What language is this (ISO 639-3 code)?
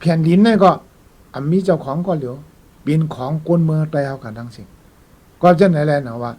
shn